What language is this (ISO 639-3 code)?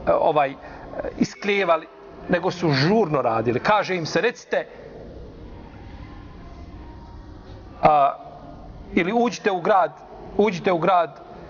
bos